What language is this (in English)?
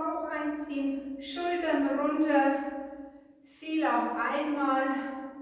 German